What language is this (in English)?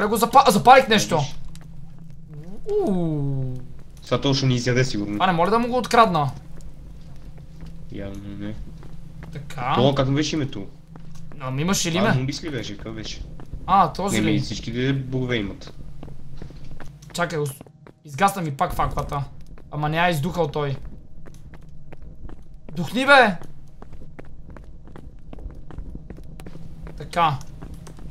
Bulgarian